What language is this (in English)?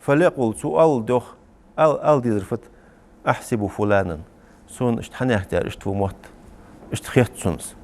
Ingush